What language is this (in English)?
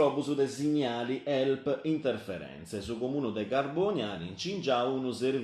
Sardinian